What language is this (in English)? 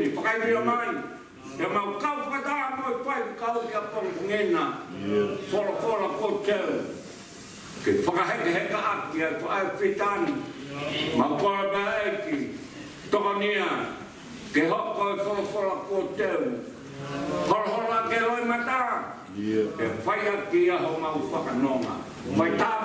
Tongan